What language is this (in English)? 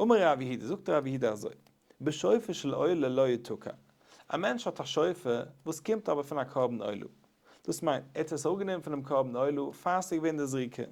Yiddish